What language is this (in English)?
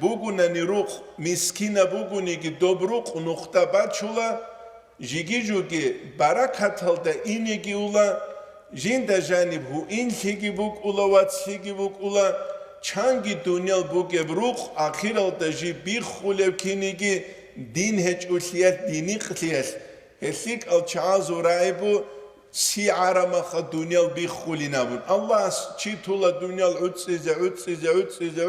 Avaric